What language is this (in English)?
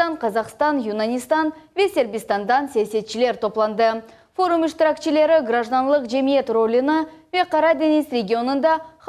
Crimean Tatar